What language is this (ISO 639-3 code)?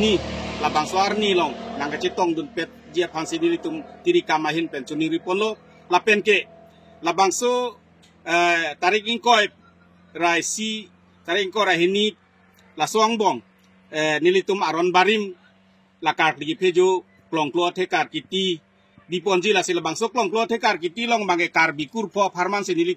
mjw